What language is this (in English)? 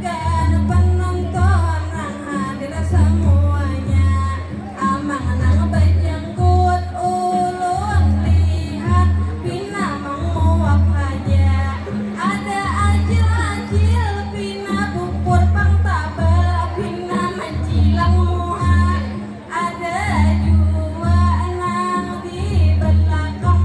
Banjar